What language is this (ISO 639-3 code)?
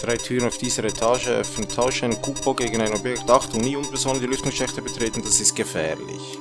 gsw